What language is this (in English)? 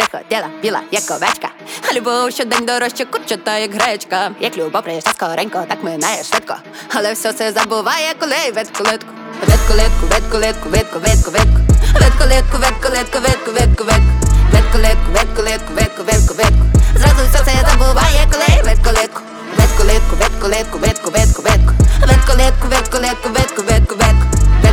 Ukrainian